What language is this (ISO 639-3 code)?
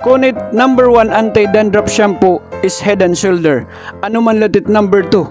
war